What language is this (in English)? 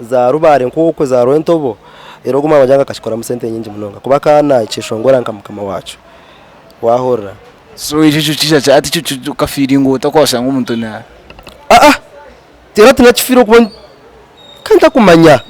Nyankole